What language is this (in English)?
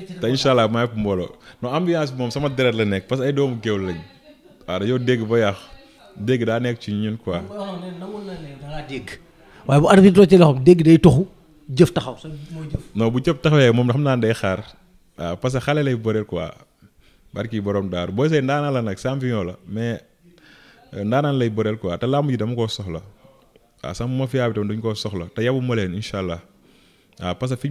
Wolof